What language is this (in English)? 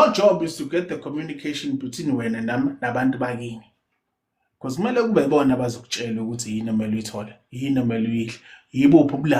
Zulu